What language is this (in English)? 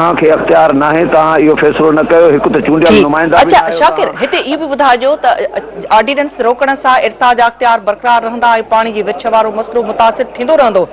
Sindhi